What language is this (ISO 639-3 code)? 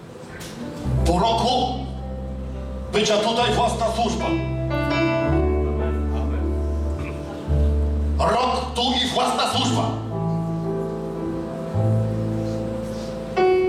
pol